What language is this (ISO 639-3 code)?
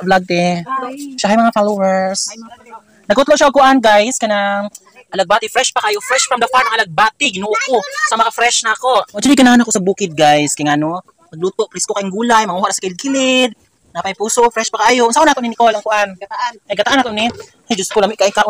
ceb